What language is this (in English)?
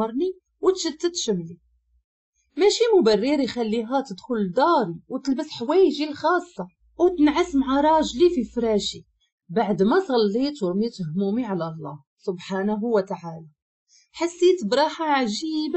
Moroccan Arabic